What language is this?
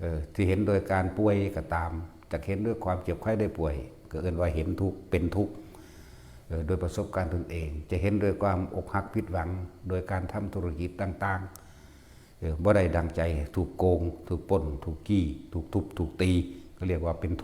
Northeastern Thai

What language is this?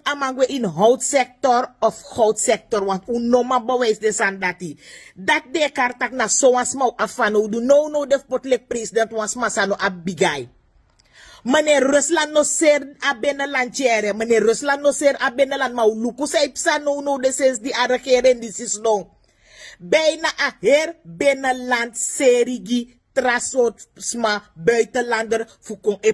Sranan Tongo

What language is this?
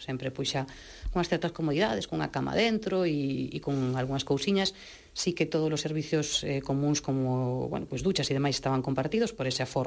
Galician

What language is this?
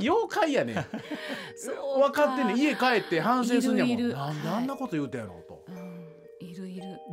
Japanese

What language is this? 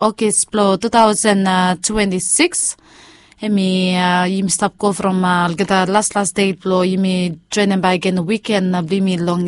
Bislama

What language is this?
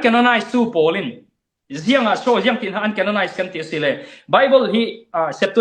Falam Chin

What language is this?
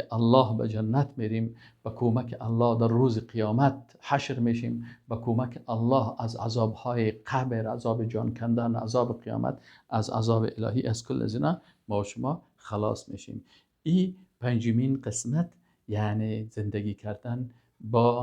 Persian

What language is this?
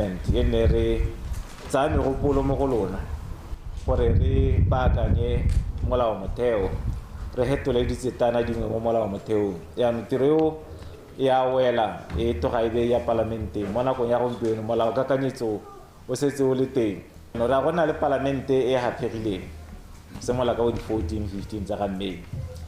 Tswana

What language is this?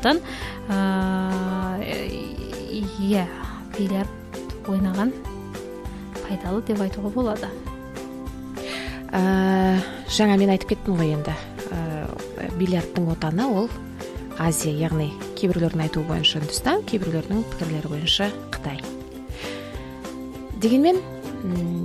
Kazakh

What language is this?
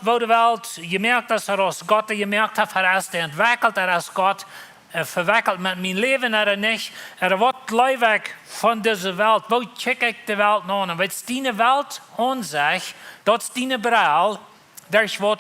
Plautdietsch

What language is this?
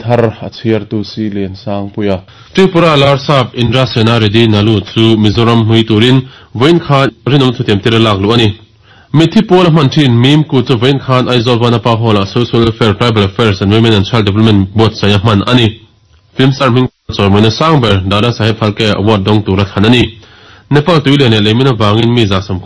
Mizo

